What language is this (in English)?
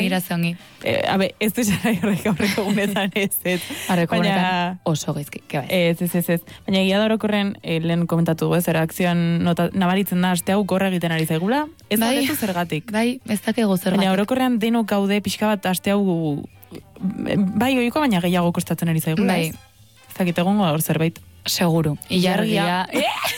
Basque